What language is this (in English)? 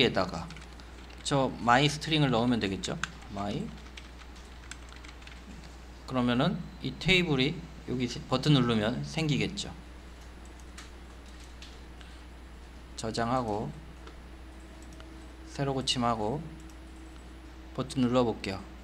Korean